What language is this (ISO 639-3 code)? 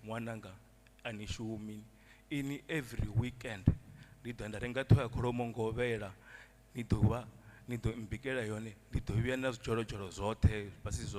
ven